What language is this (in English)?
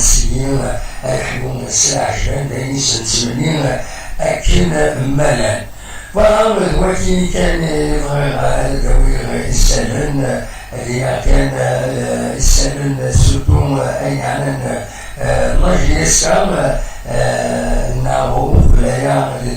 Kabyle